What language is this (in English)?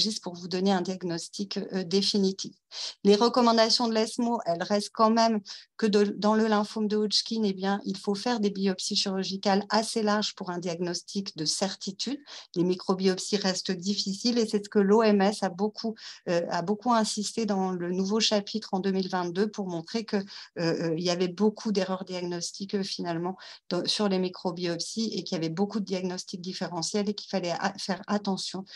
French